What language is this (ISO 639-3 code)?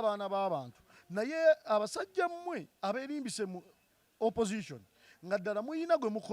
lug